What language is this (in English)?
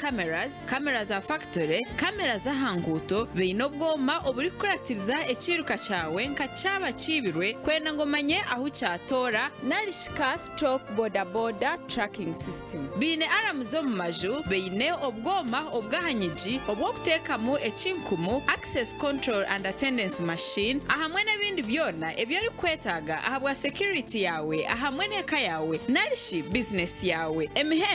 Nyankole